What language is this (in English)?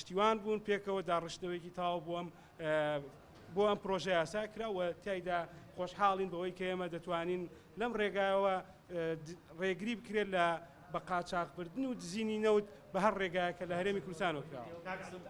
Central Kurdish